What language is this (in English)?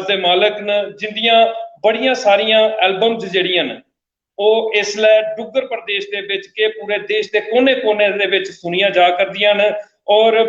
Dogri